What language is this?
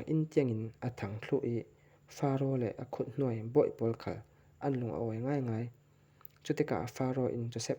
Falam Chin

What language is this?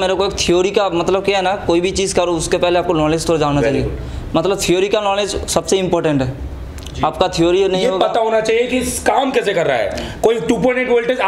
Hindi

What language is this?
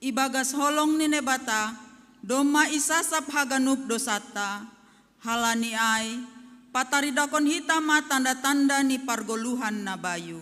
Batak Simalungun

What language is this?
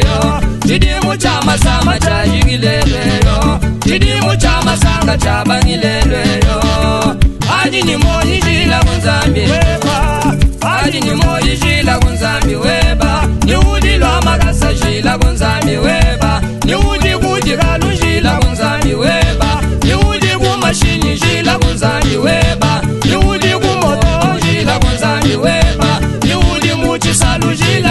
Luba-Lulua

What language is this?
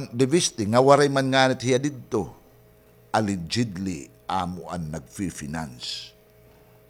Waray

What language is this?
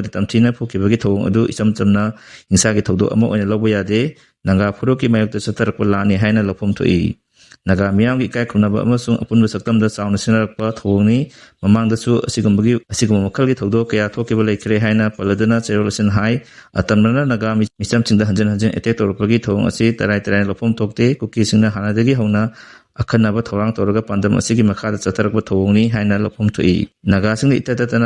Manipuri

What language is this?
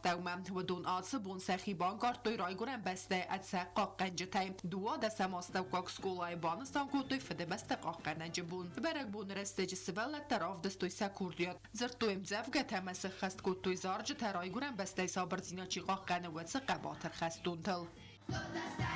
Ossetic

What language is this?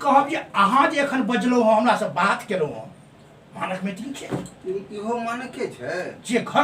Maithili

